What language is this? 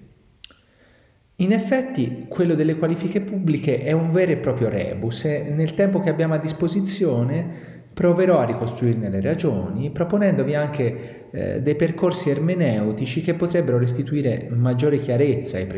Italian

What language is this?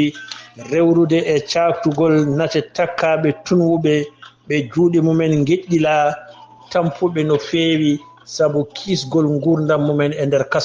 Fula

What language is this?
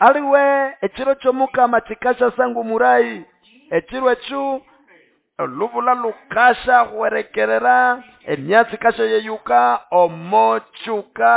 Nande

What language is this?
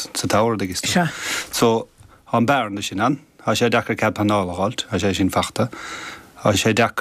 Irish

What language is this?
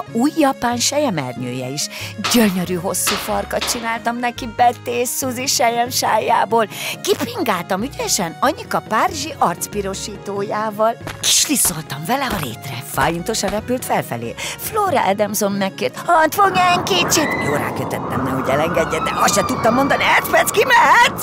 Hungarian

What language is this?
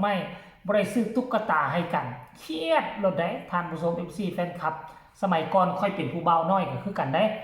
Northeastern Thai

